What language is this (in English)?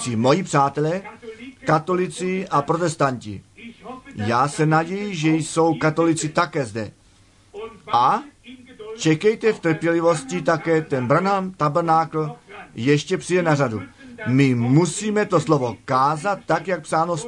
Czech